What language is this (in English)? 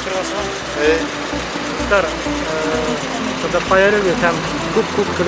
Bashkir